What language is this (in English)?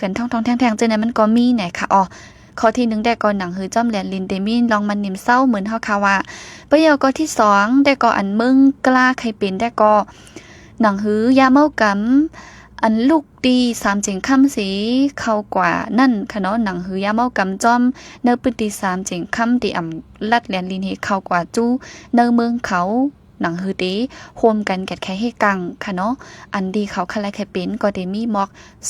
Shan